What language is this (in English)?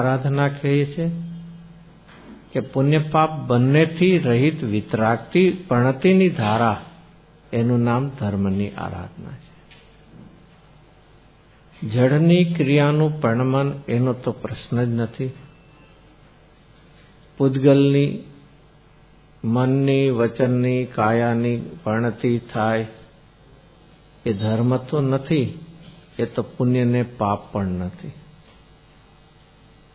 Gujarati